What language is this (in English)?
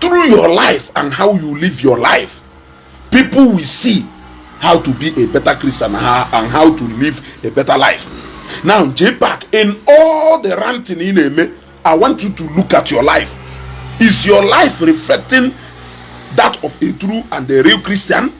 Igbo